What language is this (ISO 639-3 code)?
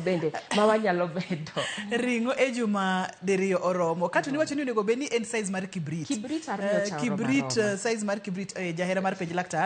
luo